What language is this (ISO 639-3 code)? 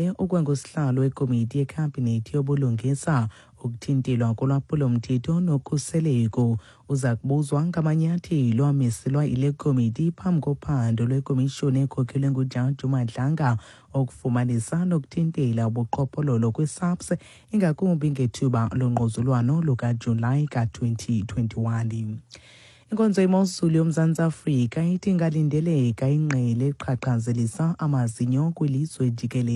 xho